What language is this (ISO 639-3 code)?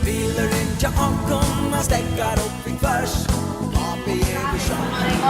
fao